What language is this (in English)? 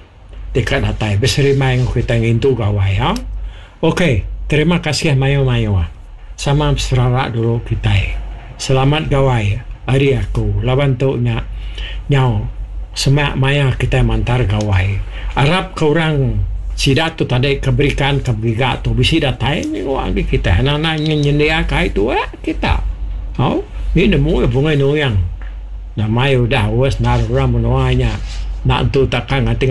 Iban